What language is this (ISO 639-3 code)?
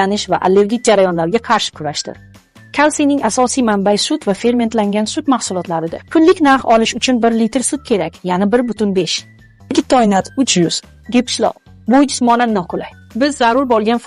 uzb